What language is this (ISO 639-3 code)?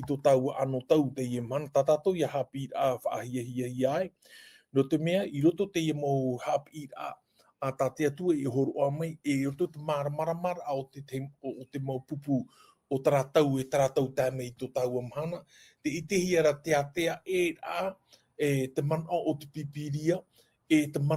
tah